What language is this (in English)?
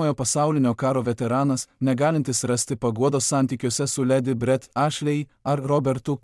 Lithuanian